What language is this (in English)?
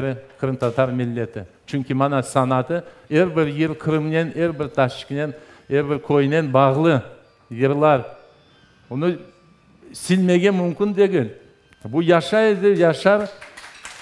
Crimean Tatar